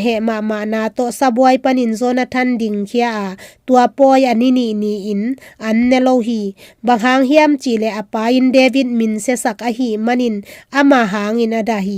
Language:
Tedim Chin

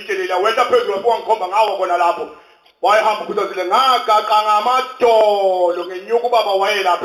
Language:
Zulu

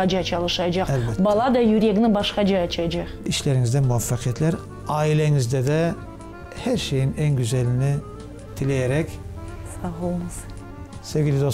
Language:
Crimean Tatar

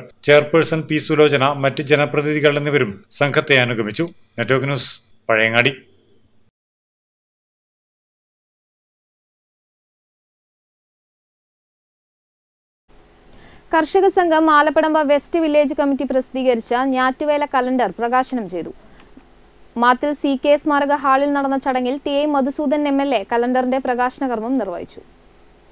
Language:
Malayalam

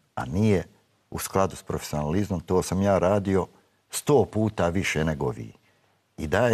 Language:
Bosnian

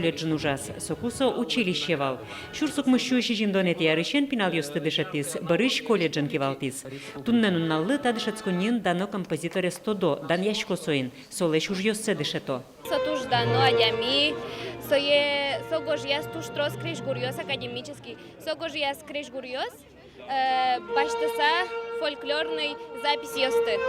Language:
Udmurt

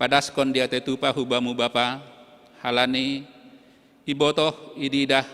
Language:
Batak Simalungun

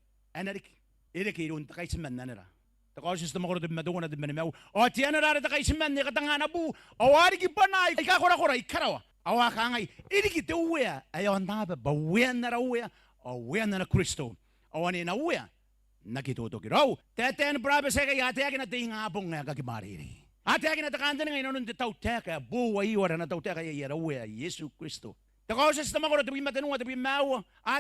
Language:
Gilbertese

